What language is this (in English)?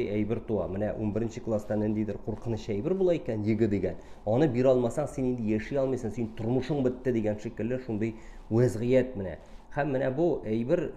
Tatar